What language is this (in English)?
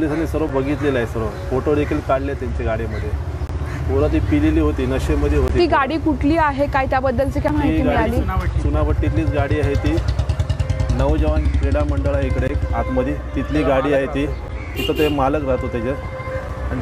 Marathi